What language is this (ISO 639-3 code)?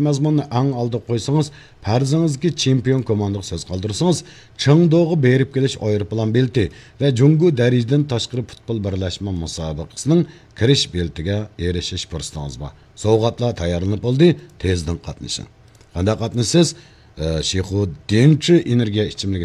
uig